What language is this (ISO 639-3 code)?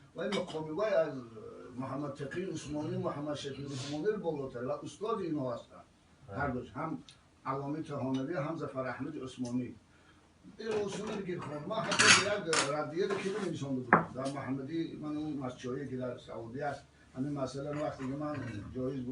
tgk